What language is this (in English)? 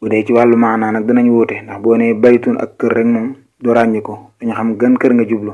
Wolof